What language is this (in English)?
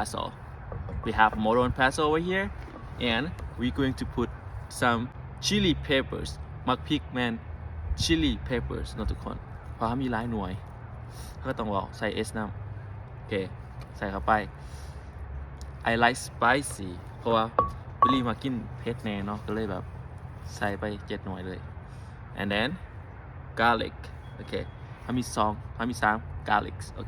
Lao